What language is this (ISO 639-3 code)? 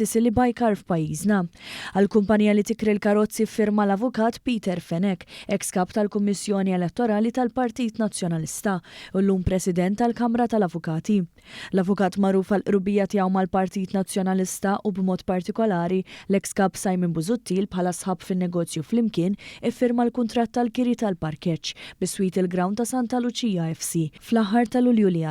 mlt